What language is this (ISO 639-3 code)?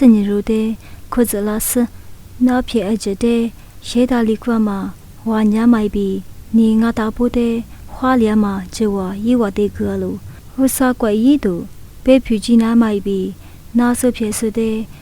lis